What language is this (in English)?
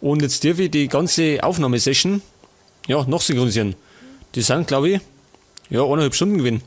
Bavarian